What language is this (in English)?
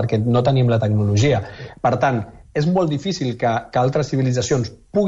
Catalan